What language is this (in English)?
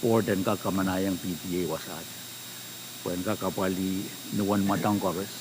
Pohnpeian